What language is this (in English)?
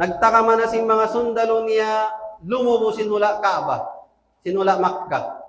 Tausug